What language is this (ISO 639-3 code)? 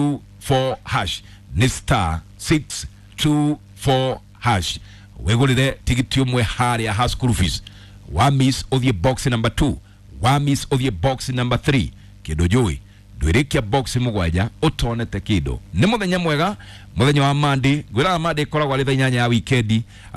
kik